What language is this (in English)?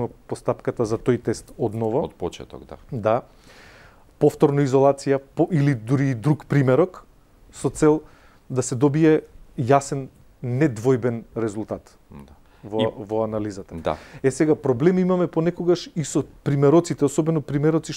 Macedonian